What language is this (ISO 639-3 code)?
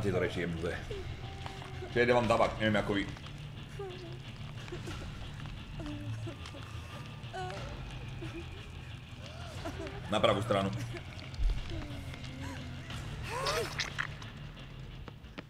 slk